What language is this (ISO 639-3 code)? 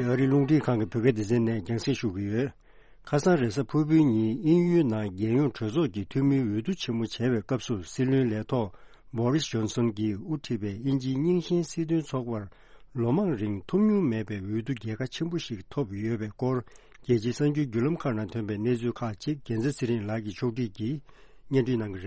bod